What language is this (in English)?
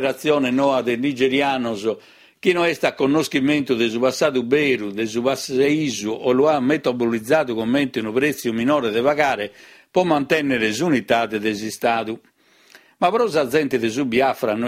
Sardinian